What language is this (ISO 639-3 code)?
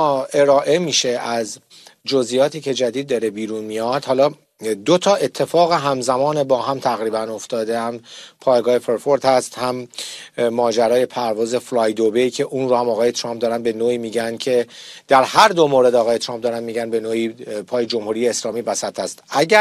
fas